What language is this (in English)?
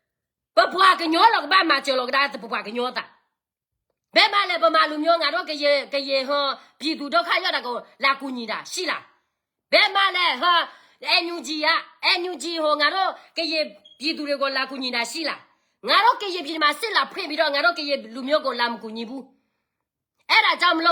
S'gaw Karen